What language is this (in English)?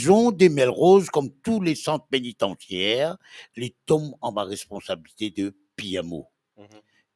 Morisyen